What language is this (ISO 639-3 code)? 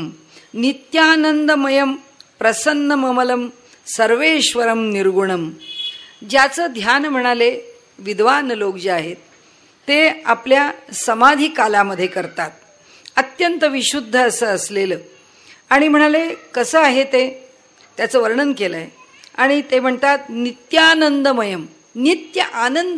mar